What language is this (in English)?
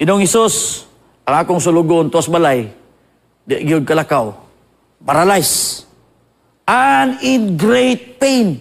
Cebuano